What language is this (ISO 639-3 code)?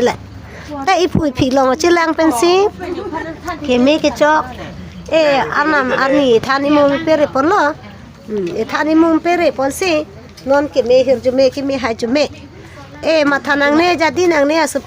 mjw